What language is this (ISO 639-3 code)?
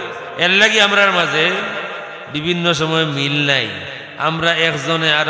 syl